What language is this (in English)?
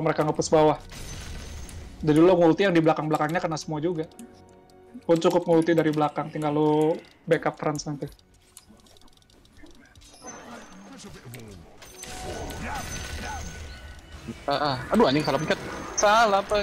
Indonesian